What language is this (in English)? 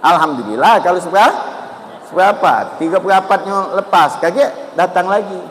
Musi